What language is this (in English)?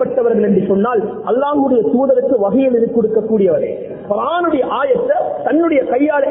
Tamil